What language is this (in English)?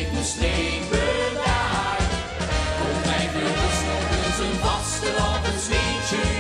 Limburgish